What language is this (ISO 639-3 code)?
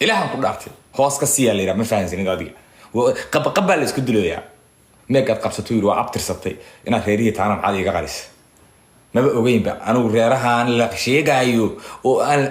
som